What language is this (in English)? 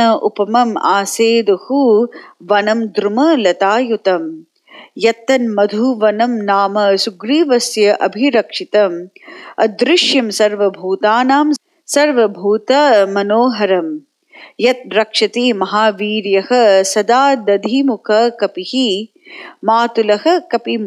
Sanskrit